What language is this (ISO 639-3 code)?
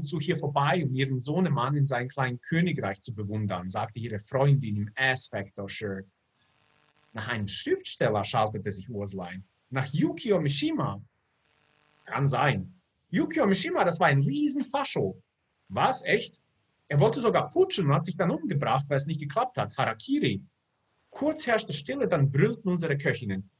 deu